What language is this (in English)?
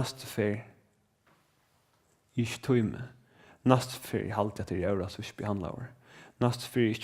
Faroese